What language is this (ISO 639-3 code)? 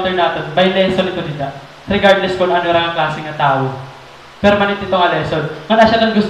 war